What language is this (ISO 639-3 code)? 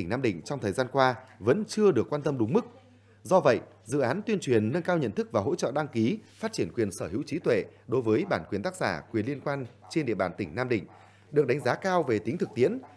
vie